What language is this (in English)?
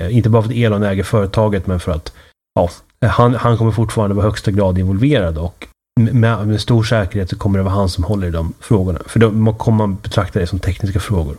Swedish